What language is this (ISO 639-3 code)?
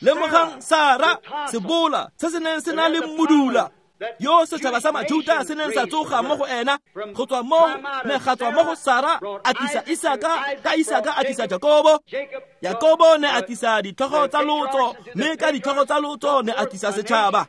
tsn